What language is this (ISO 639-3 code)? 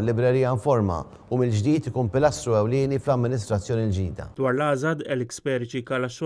mlt